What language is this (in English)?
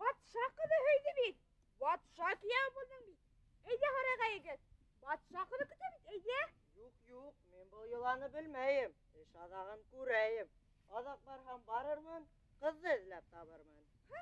Bashkir